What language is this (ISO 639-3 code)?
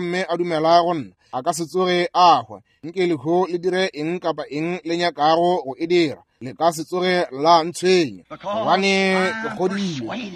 nso